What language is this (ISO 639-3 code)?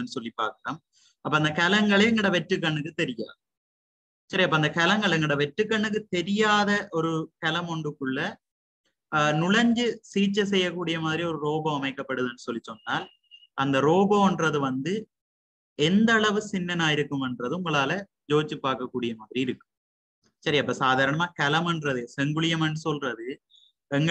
tam